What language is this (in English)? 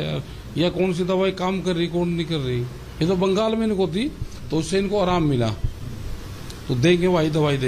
Hindi